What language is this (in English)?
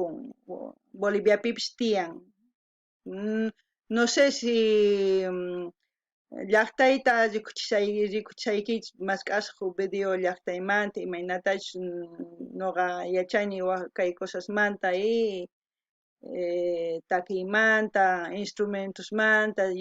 South Bolivian Quechua